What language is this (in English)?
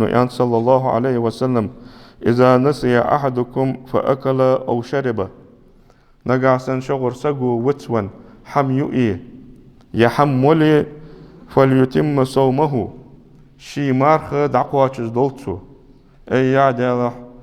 Ingush